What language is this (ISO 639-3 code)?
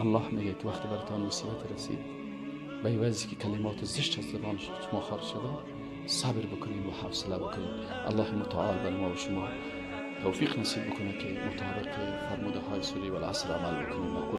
fas